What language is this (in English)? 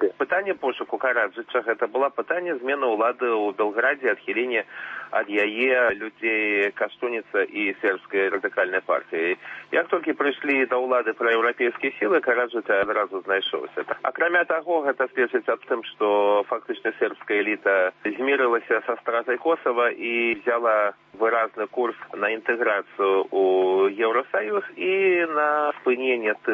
Belarusian